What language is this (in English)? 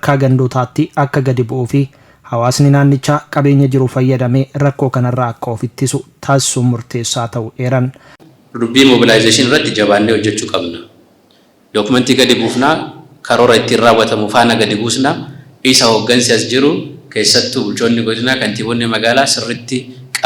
Oromo